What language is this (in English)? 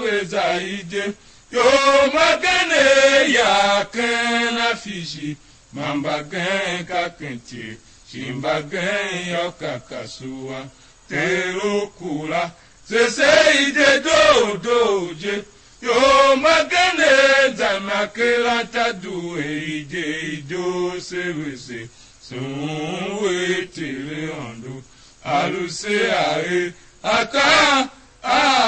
Tiv